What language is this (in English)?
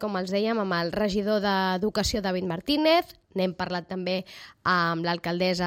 Catalan